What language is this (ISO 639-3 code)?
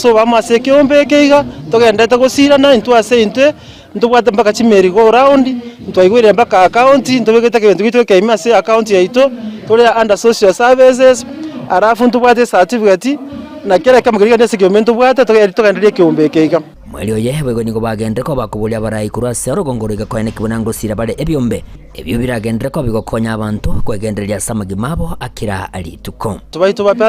guz